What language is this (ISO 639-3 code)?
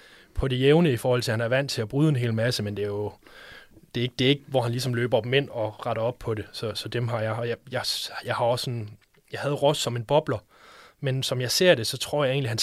dan